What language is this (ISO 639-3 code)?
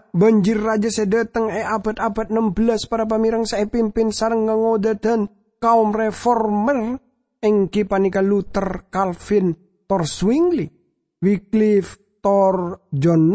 mad